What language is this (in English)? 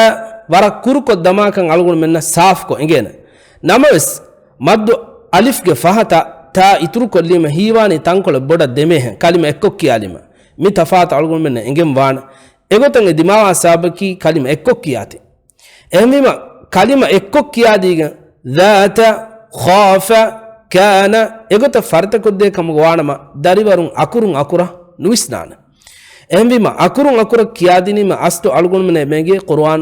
Divehi